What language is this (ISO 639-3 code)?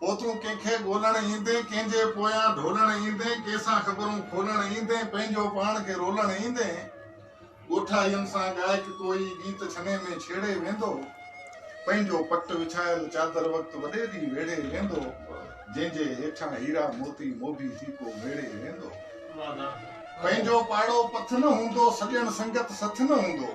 snd